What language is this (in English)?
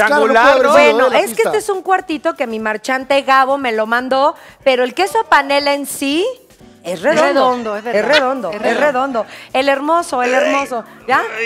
Spanish